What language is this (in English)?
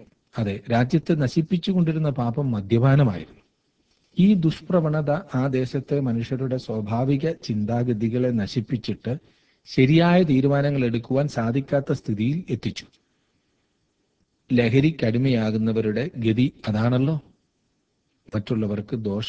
Malayalam